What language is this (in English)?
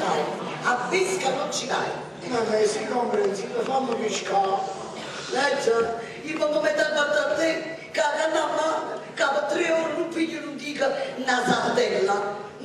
Neapolitan